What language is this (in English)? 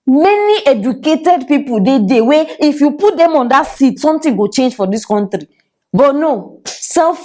Nigerian Pidgin